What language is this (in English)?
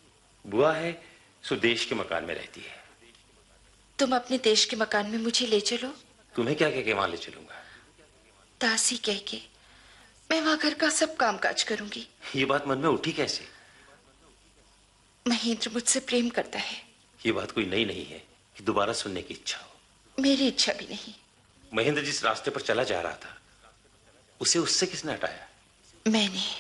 Hindi